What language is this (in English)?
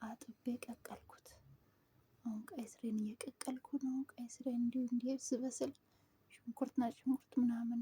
Amharic